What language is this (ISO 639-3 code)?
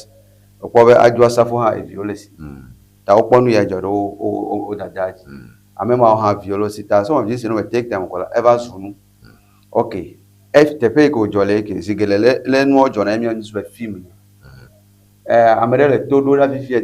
ewe